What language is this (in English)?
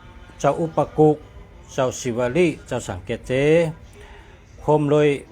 Shan